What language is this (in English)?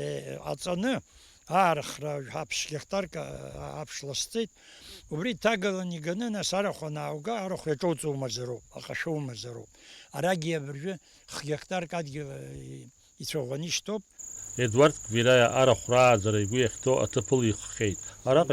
Abkhazian